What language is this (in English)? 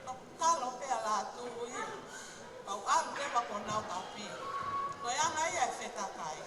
Tongan